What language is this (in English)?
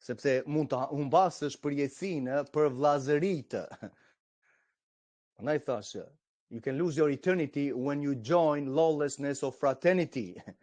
Albanian